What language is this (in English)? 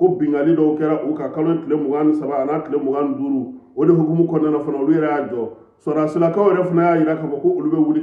Bambara